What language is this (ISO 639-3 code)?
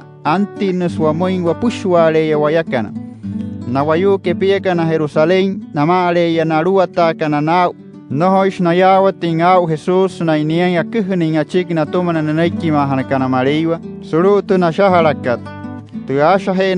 guc